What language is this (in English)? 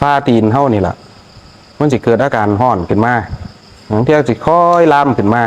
Northeastern Thai